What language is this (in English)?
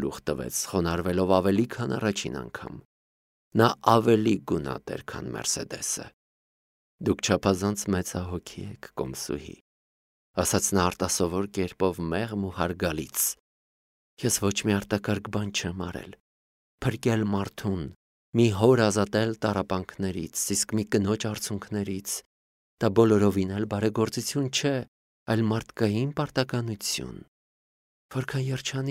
Armenian